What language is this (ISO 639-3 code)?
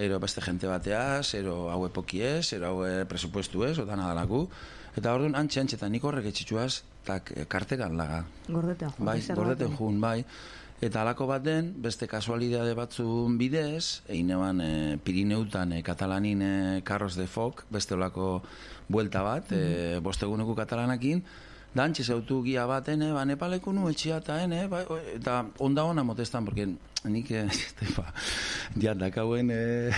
eus